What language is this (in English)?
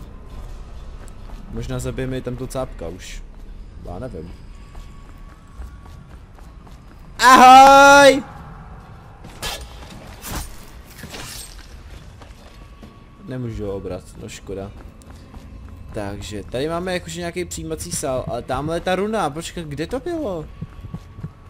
Czech